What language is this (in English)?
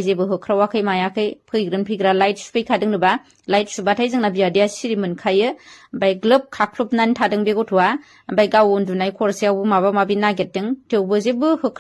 Bodo